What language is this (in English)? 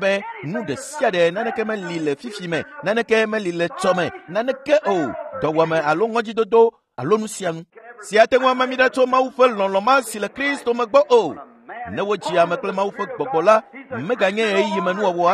Ewe